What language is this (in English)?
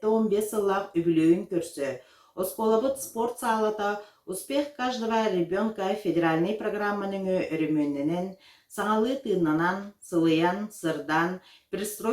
Yakut